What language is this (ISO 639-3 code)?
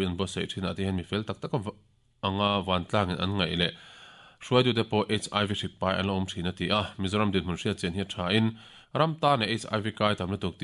lus